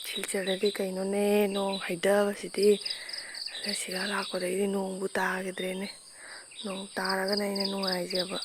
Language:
Manipuri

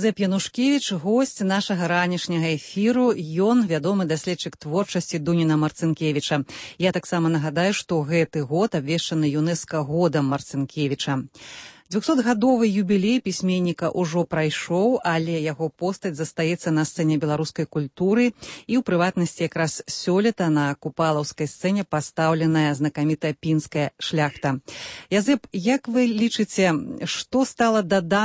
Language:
Belarusian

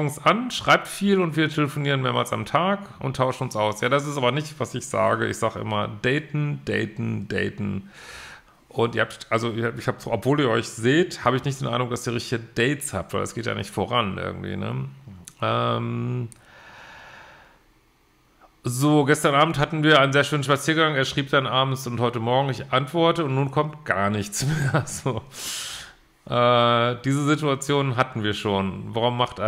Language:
German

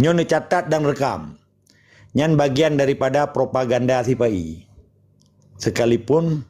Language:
Achinese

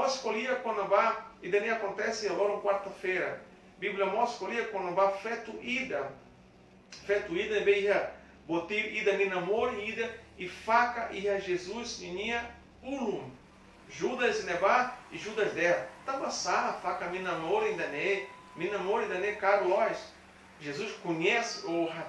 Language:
Tetum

